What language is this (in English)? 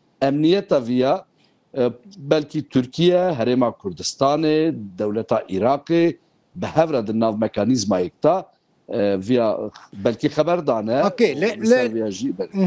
Kurdish